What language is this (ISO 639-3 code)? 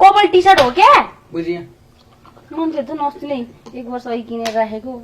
nep